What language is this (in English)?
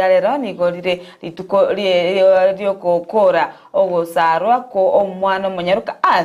Gusii